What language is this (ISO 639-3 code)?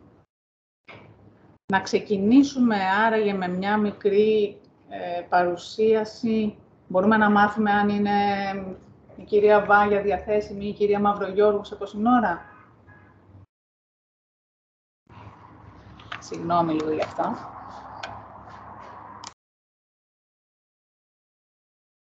ell